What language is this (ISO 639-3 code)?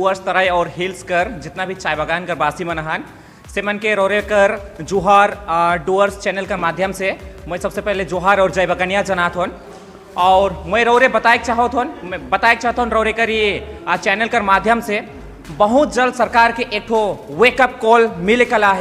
sck